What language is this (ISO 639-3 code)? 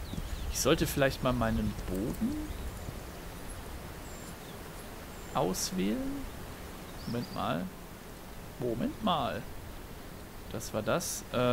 deu